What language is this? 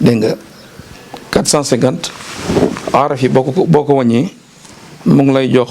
Wolof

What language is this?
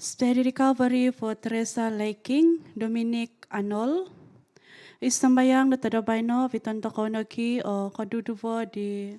Central Dusun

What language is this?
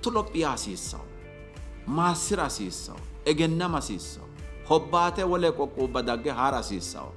Sidamo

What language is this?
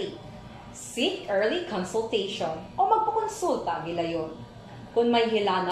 Hiligaynon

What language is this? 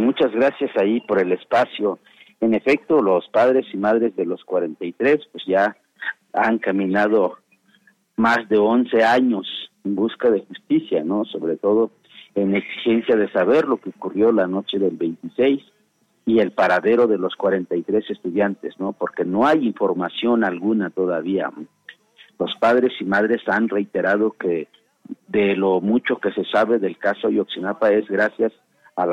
Spanish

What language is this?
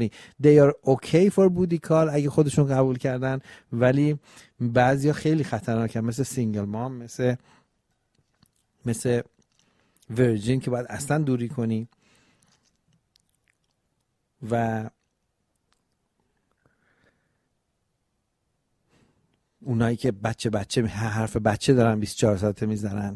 Persian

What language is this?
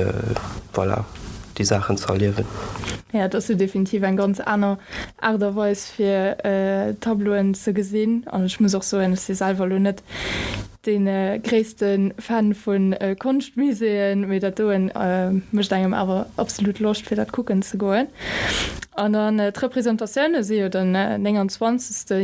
Luxembourgish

